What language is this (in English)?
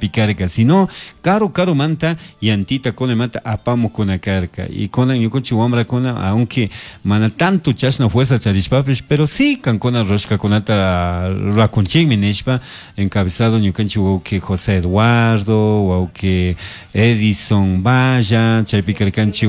Chimborazo Highland Quichua